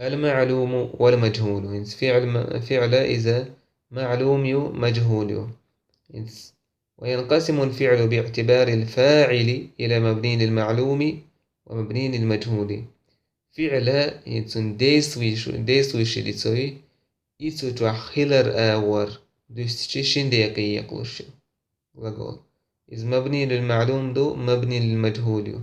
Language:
Chechen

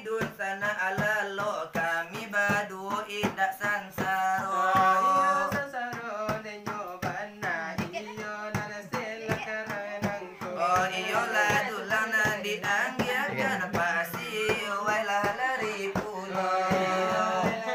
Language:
Minangkabau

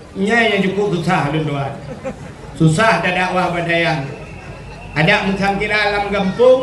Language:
Achinese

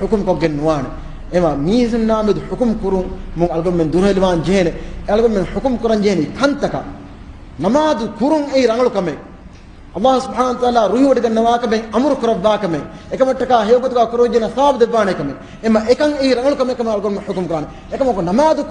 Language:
Divehi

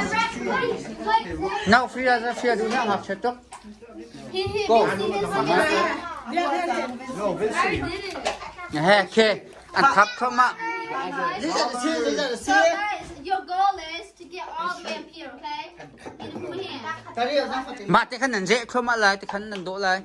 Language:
Hakha Chin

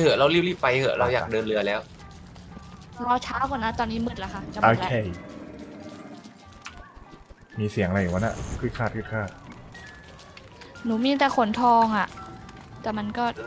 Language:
Thai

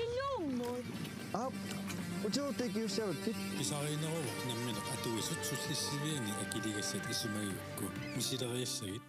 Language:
Kalaallisut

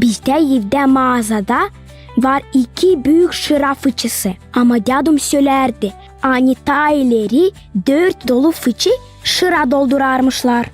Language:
Gagauz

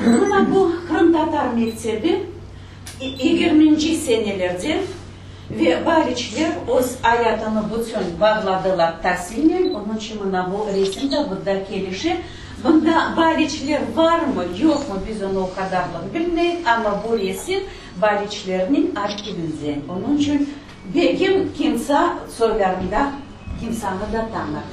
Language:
Crimean Tatar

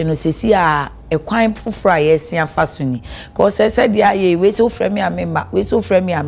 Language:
Akan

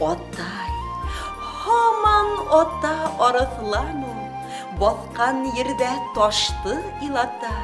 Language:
Bashkir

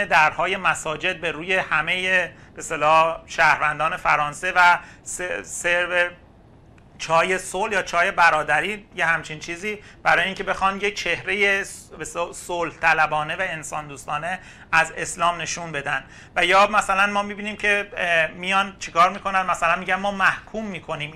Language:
Persian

